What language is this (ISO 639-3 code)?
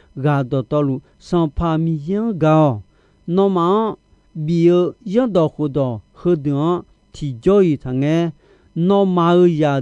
ahk